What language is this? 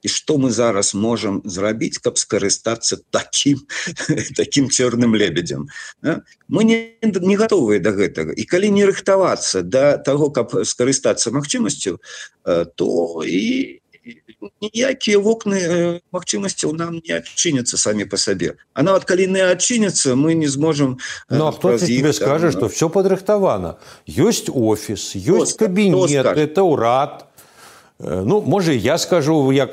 Belarusian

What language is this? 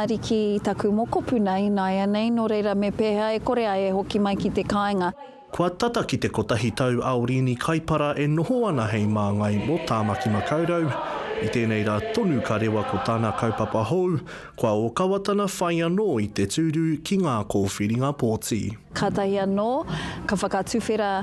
Māori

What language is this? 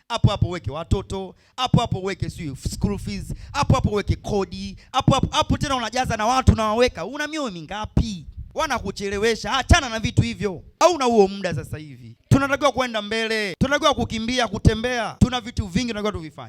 Swahili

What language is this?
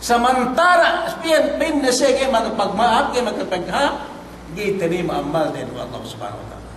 Yakan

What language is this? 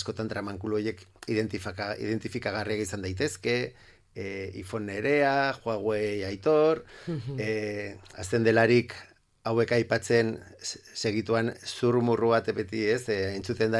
Basque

